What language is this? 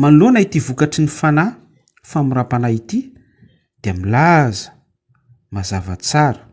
Malagasy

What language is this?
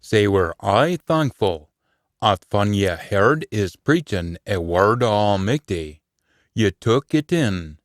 Scots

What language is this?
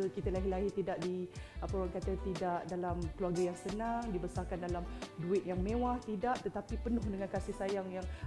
Malay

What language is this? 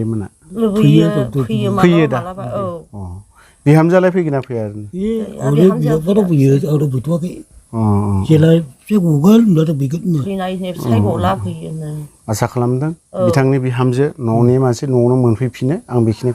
Bodo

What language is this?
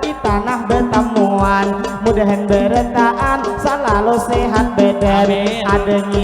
Banjar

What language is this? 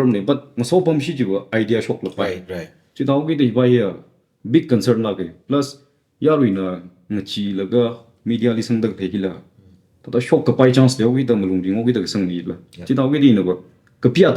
Tangkhul Naga (India)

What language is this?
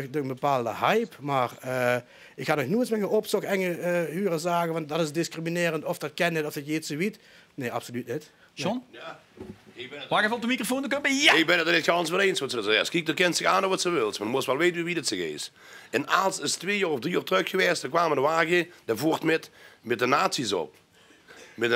Limburgish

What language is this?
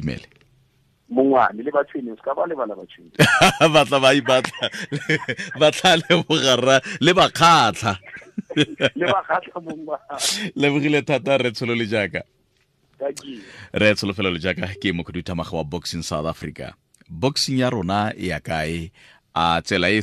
Tswana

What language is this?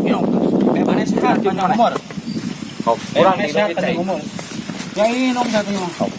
Sundanese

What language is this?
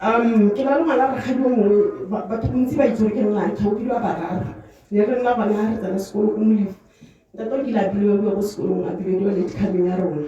Tswana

